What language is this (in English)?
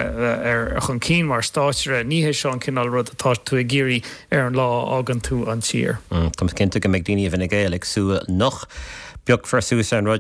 Irish